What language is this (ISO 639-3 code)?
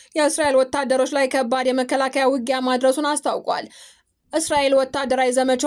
amh